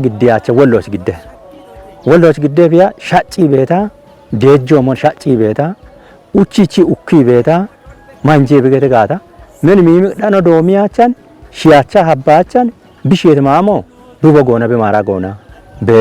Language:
Kafa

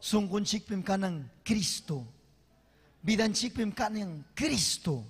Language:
Ayacucho Quechua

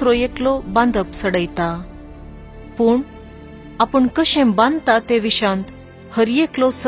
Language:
Konkani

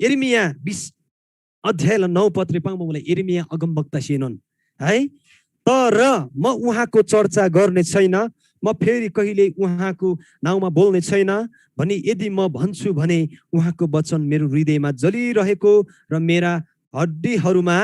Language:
Eastern Tamang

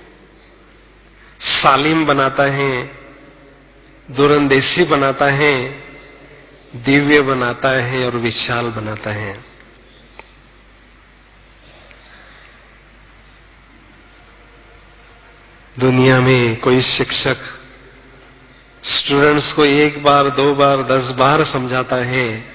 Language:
Hindi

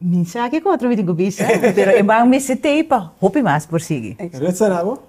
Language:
Papiamento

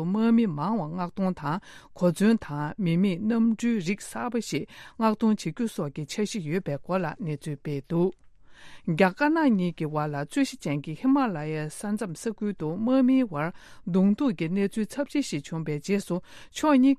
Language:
Tibetan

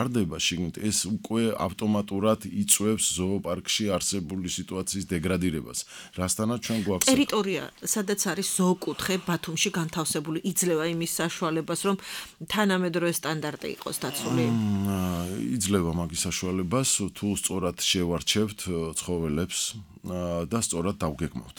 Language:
Georgian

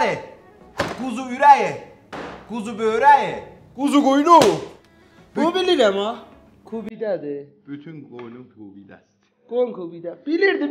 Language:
South Azerbaijani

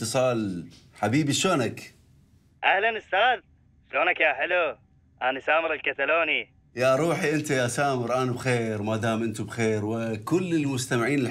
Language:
Mesopotamian Arabic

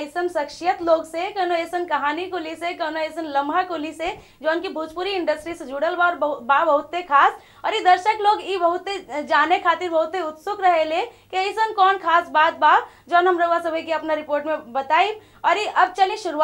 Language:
Bhojpuri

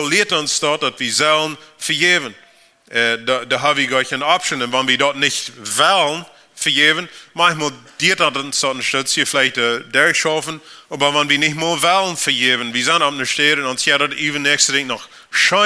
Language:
Plautdietsch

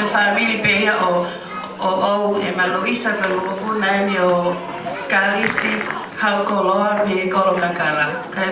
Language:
Tongan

